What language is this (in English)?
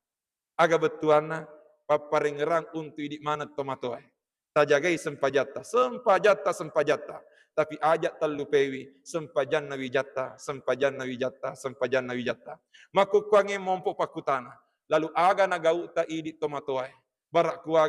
Buginese